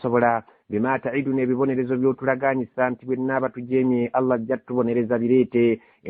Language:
Ganda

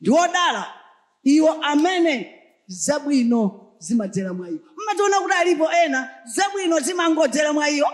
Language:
Nyanja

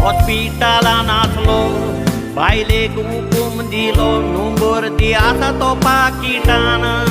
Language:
Konkani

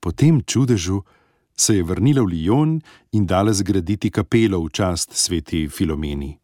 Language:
Slovenian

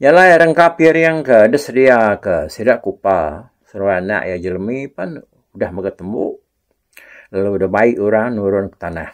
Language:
Iban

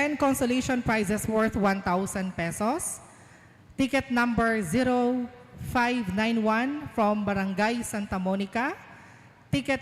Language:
Pampanga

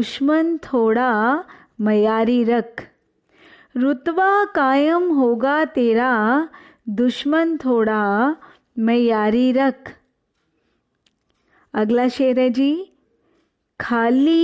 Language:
Punjabi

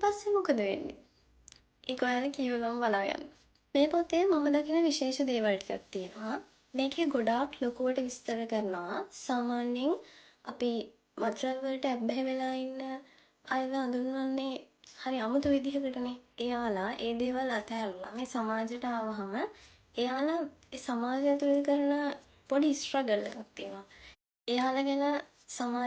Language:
Sinhala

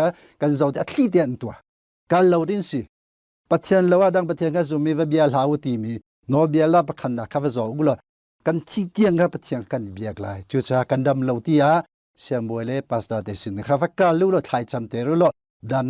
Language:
Hakha Chin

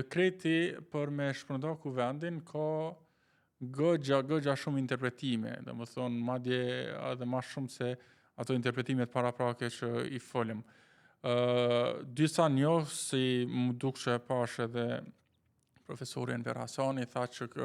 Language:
Albanian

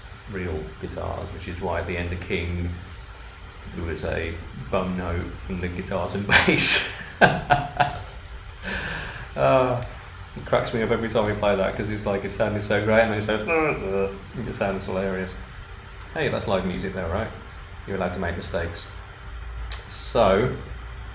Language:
English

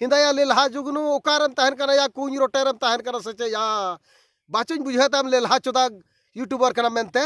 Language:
Santali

